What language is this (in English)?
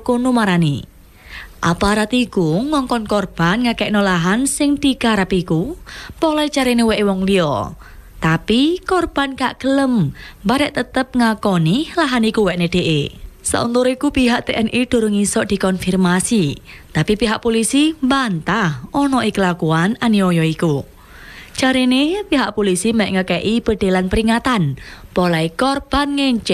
Javanese